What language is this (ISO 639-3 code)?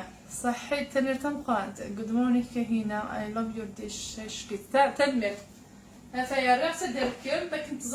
kab